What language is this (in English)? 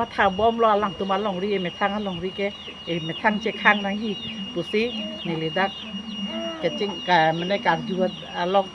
Karbi